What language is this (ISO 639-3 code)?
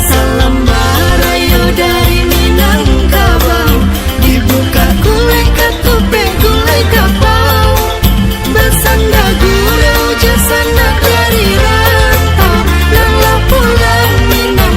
min